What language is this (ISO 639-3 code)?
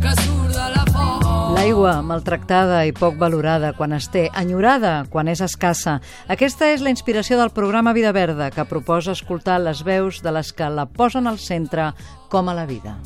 cat